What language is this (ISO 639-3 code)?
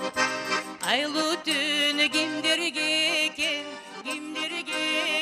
kir